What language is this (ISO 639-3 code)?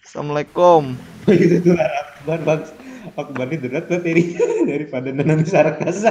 bjn